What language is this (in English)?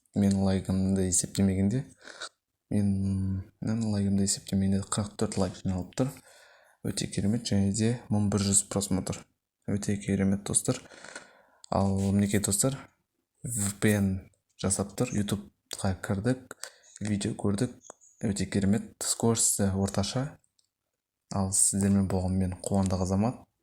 Kazakh